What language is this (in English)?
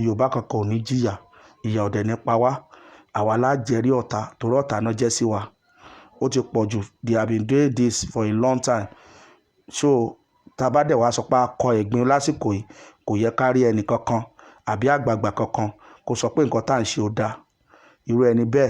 Yoruba